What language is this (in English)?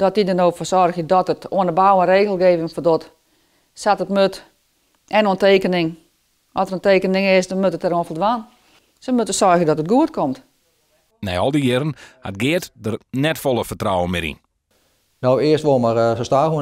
Western Frisian